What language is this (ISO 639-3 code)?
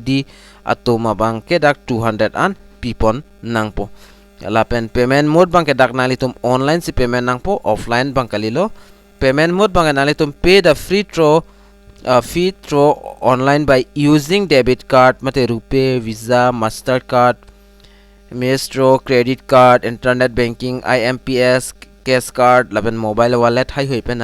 mjw